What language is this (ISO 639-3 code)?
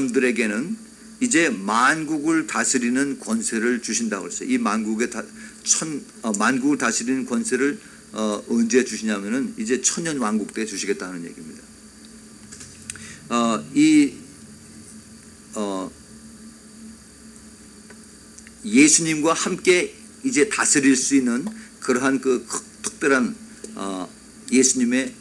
kor